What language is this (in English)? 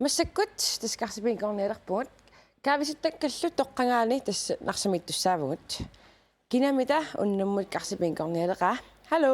Kalaallisut